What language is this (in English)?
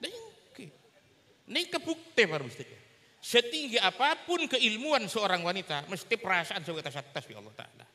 Madurese